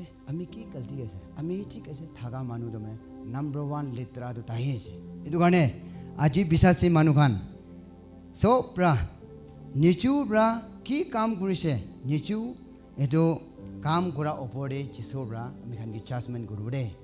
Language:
Naga Pidgin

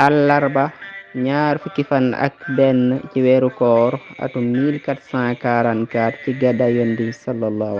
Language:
Wolof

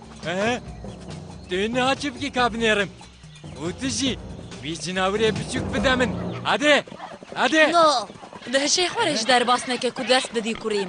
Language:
Kurdish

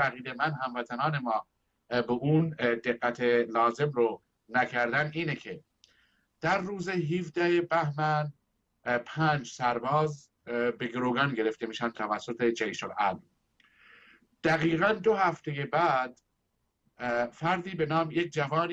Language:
Persian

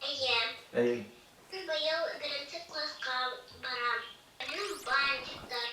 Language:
Bashkir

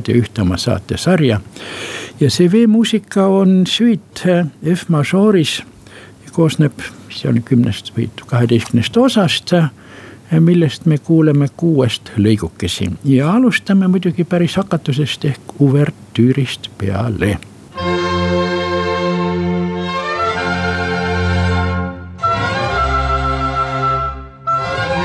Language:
Estonian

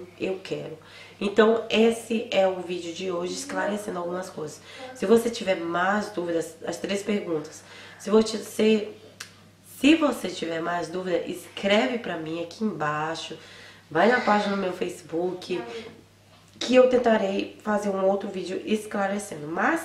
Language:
Portuguese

